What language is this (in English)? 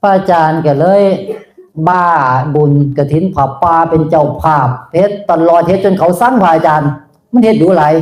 Northeastern Thai